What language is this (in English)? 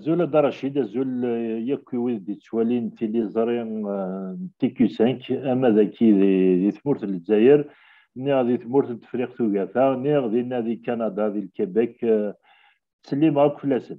Kabyle